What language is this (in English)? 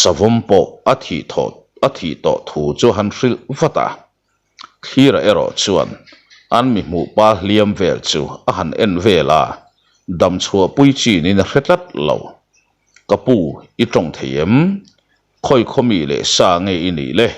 Mizo